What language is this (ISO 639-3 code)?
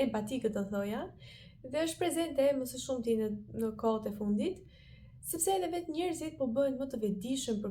sqi